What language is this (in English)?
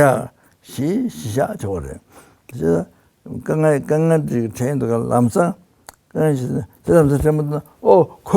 Tibetan